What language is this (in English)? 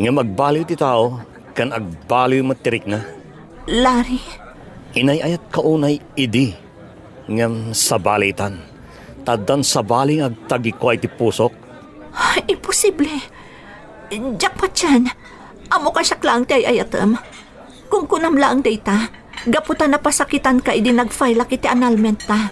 Iloko